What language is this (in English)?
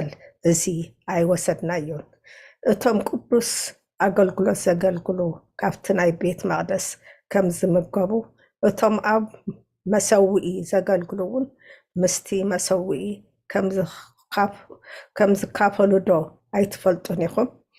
Tigrinya